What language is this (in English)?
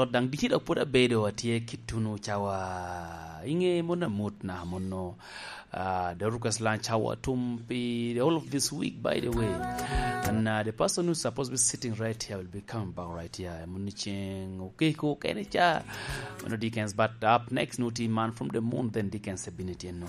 Lango (Uganda)